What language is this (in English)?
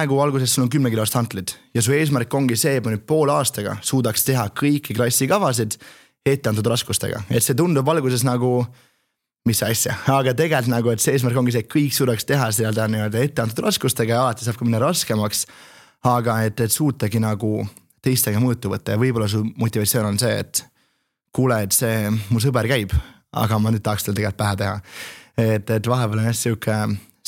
Estonian